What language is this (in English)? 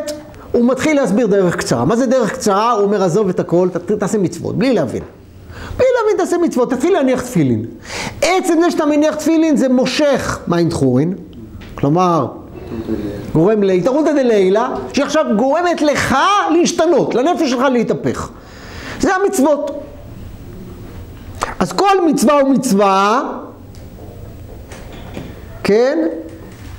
Hebrew